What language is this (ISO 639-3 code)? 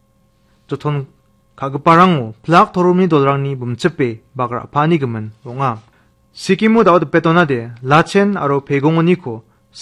grt